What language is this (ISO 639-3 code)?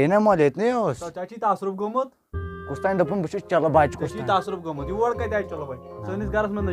kas